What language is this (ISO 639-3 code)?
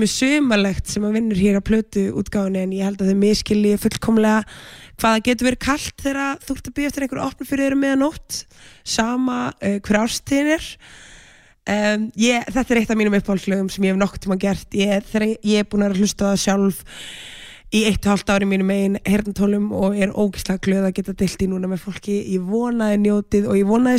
isl